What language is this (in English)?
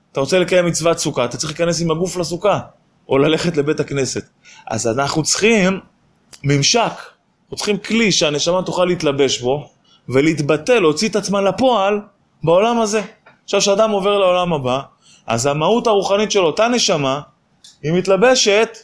Hebrew